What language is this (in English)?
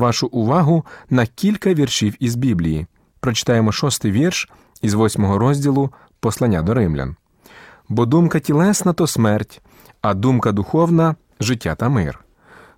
Ukrainian